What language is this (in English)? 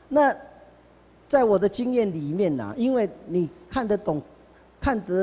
Chinese